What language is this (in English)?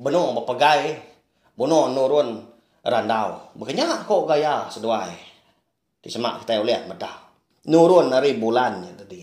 Iban